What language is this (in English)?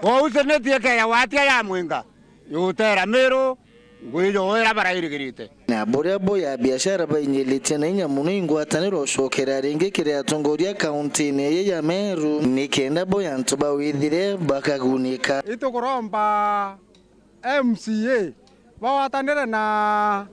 Meru